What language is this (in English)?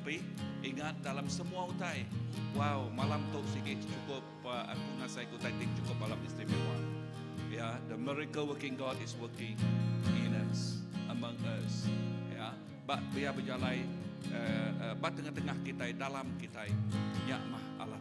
Iban